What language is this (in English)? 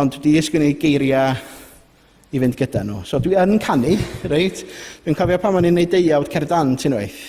Welsh